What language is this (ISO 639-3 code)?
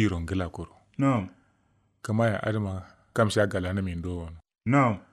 kau